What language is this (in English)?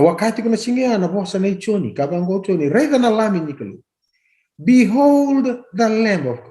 Fijian